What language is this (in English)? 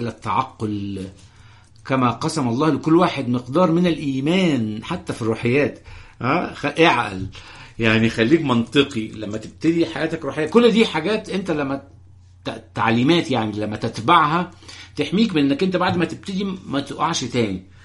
Egyptian Arabic